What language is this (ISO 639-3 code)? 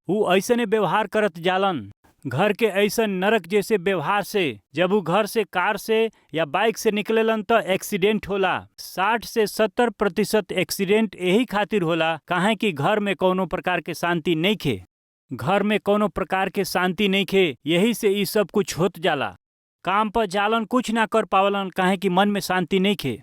bho